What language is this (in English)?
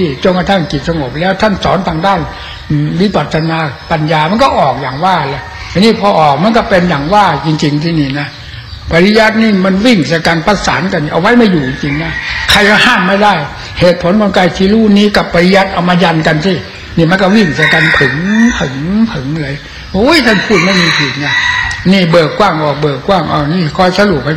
Thai